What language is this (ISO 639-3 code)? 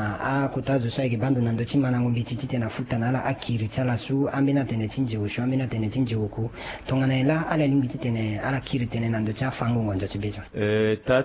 sag